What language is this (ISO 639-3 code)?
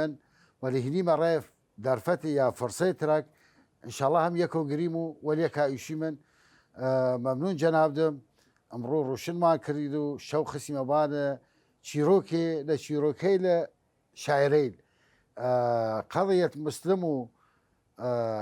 sdh